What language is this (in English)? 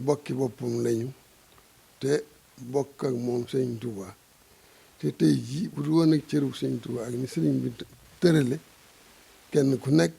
Wolof